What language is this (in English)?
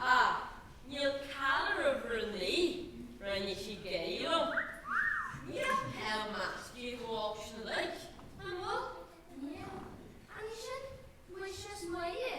Irish